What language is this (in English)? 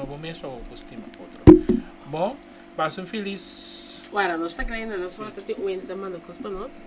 Papiamento